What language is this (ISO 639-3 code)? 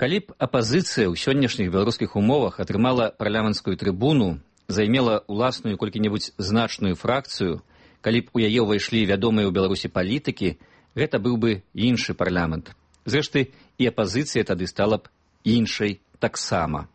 bel